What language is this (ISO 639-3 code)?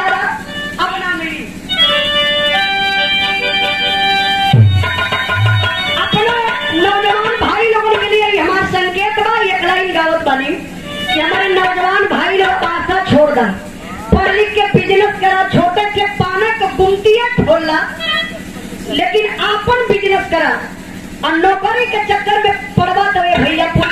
bho